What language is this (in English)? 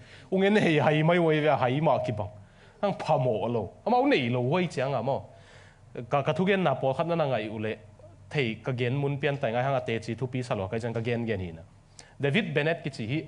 Tedim Chin